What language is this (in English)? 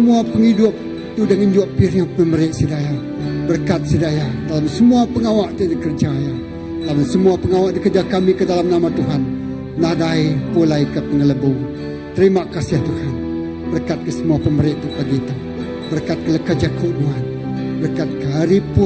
Iban